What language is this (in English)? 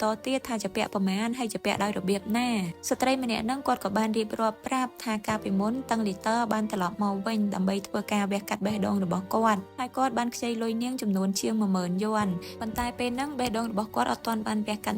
Khmer